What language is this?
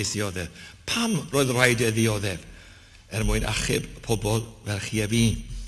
Welsh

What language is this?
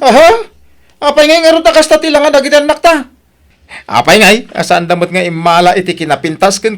Iloko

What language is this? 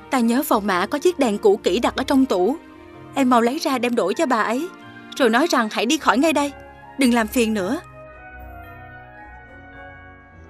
Vietnamese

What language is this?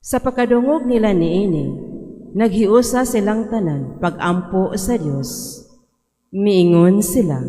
Cebuano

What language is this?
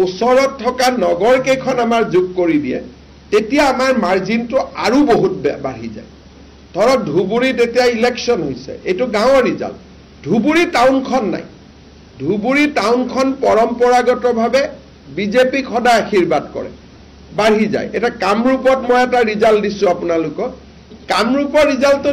Assamese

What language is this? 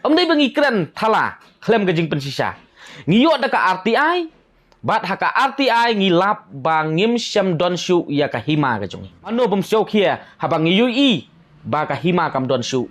Khasi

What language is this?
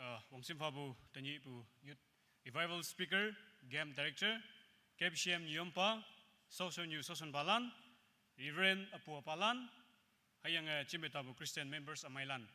Naga Pidgin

